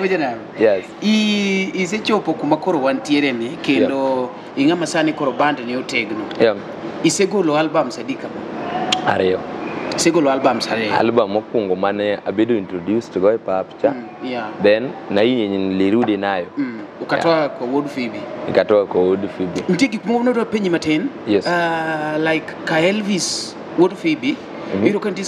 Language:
Luo (Kenya and Tanzania)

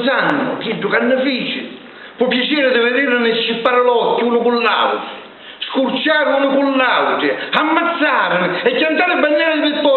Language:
Sicilian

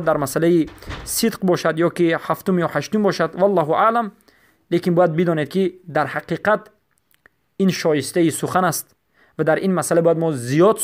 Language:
Persian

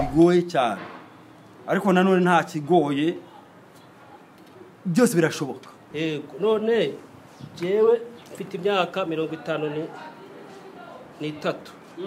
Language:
Kinyarwanda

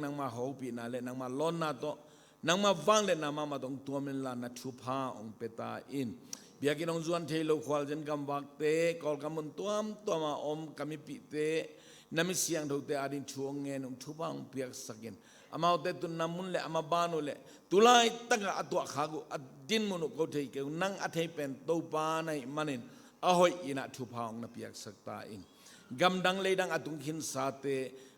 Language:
Tedim Chin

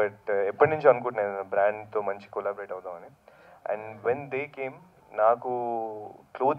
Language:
Telugu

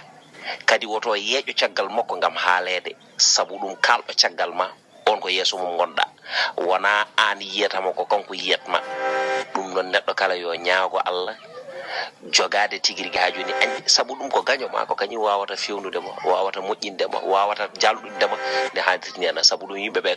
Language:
Fula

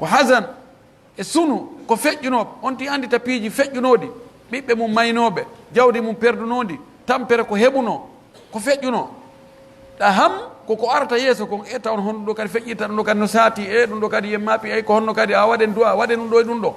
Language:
Pular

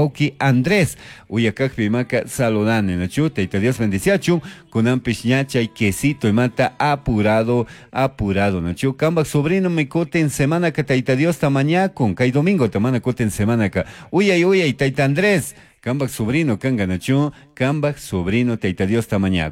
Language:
Chimborazo Highland Quichua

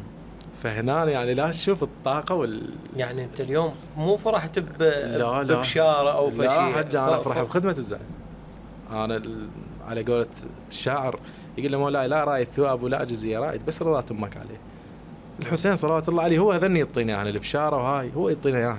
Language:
Mesopotamian Arabic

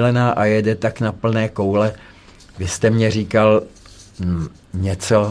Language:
Czech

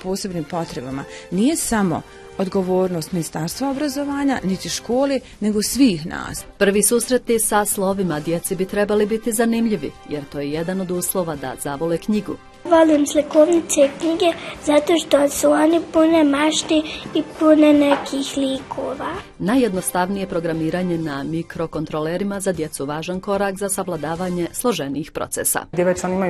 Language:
Bosnian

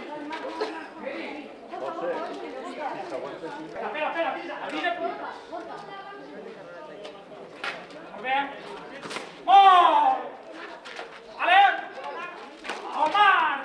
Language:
Catalan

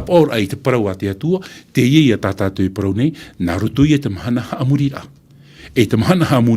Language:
Tahitian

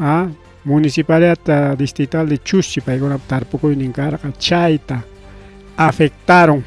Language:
Ayacucho Quechua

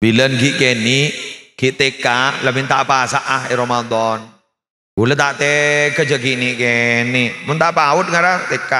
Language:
Madurese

